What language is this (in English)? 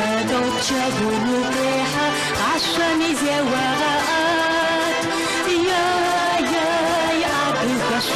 Adyghe